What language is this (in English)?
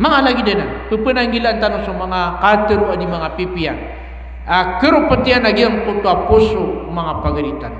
Maranao